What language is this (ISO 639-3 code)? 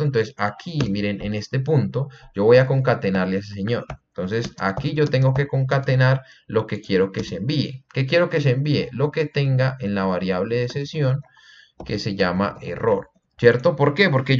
spa